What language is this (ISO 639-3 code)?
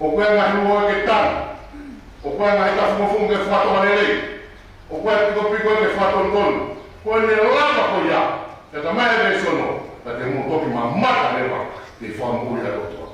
ton